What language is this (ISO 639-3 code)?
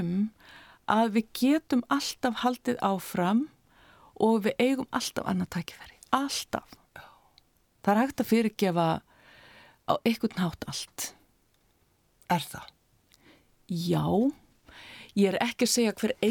isl